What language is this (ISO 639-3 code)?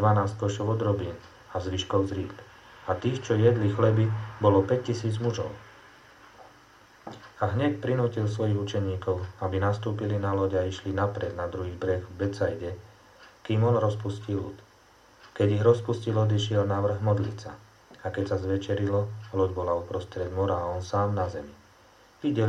slk